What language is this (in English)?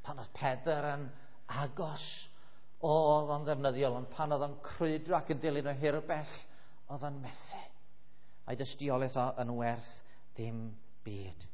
Welsh